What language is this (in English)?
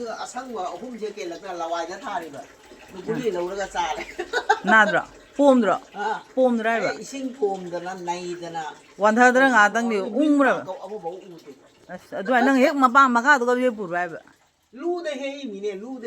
Manipuri